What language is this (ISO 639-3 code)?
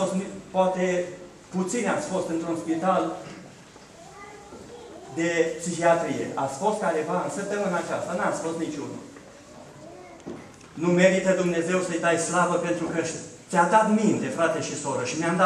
ron